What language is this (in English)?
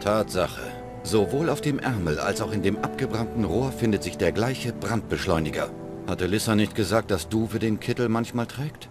Bavarian